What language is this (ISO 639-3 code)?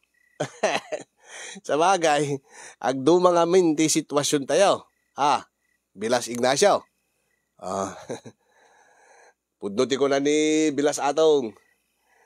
ilo